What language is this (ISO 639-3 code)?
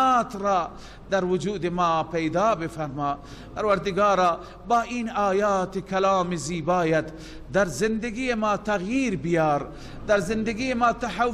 fas